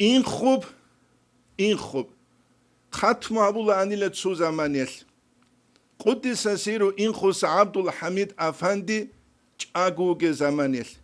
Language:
Avaric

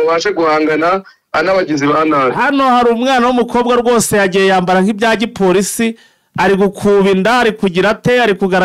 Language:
Kinyarwanda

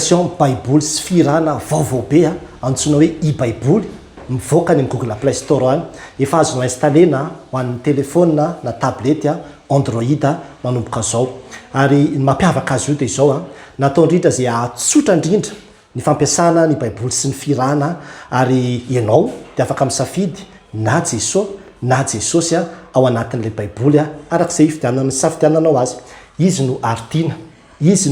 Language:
Malagasy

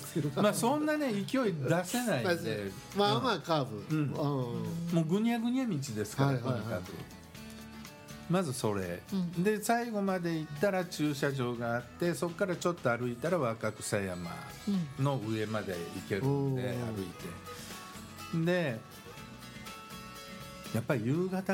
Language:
Japanese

